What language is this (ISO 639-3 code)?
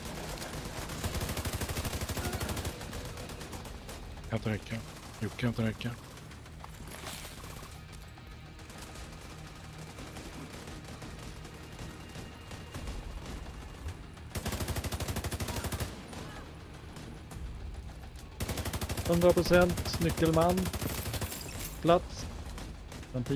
swe